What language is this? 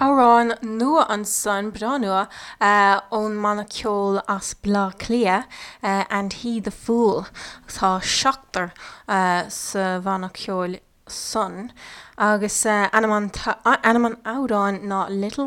Irish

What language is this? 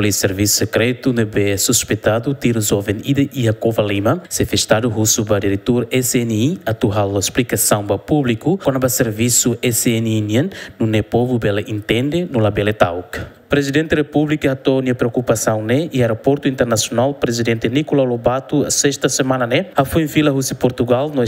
Tetum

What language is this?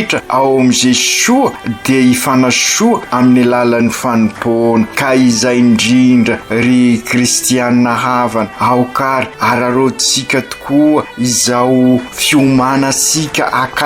Malagasy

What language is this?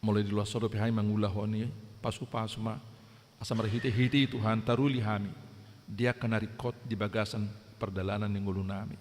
Batak Toba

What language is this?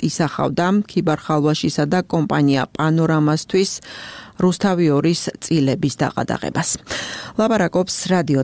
Georgian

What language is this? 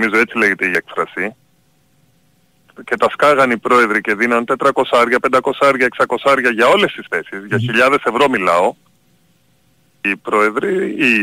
Greek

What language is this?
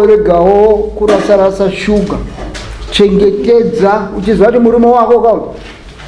Shona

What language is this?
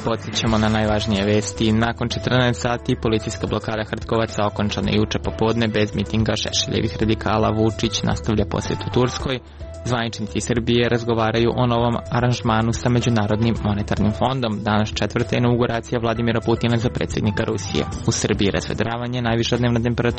Serbian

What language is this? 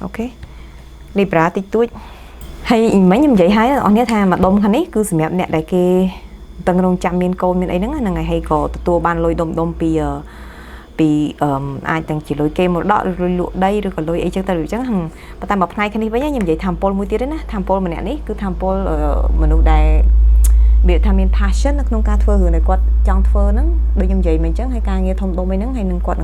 Khmer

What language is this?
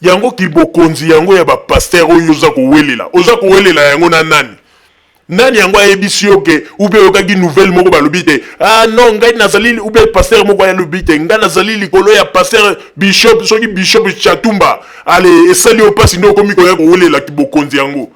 Lingala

